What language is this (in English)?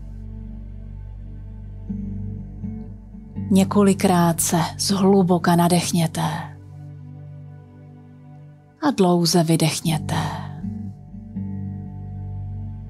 Czech